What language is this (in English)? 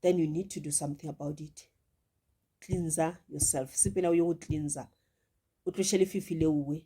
Northern Sotho